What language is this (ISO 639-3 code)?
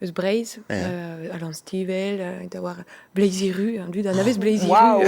bre